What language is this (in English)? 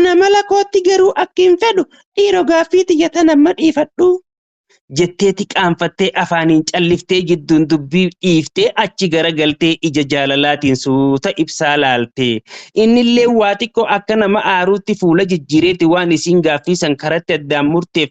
Oromo